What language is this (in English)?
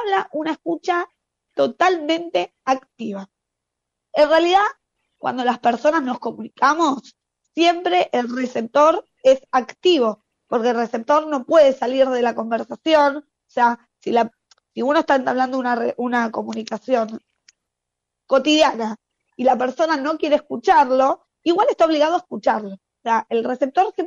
Spanish